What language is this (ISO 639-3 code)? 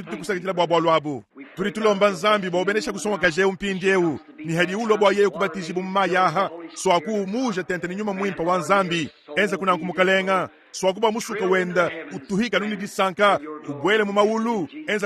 lua